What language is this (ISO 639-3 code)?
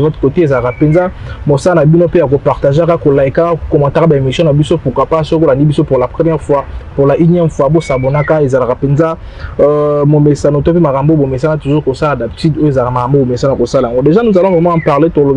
lin